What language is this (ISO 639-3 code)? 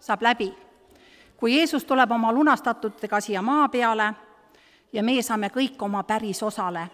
est